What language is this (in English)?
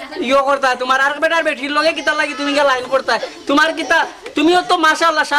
Sylheti